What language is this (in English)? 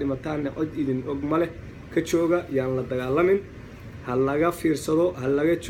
Somali